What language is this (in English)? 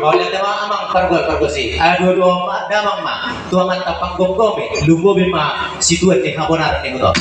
Batak Toba